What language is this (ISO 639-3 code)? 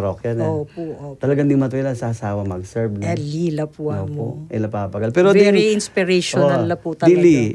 pam